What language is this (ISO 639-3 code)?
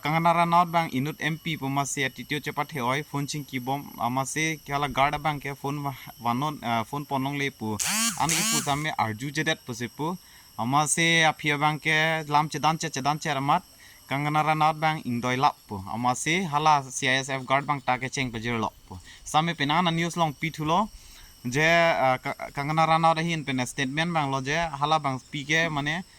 mjw